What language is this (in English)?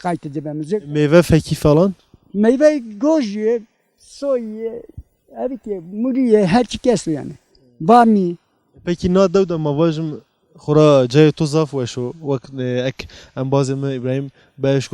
Zaza